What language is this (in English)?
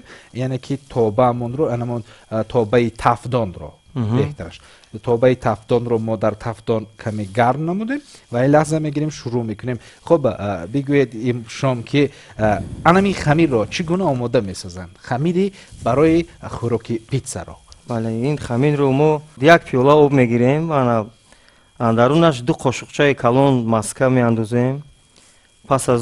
Tajik